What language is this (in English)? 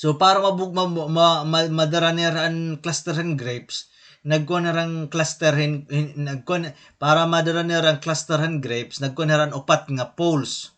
Waray